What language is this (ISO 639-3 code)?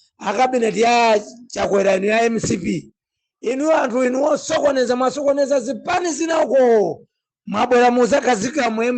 nya